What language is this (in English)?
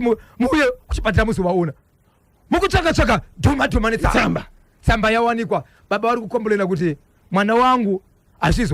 Shona